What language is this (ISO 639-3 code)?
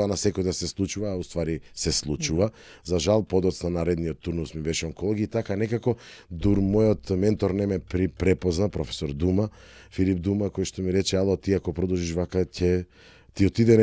mkd